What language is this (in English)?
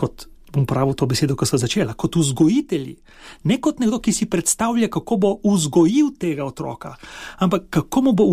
Slovenian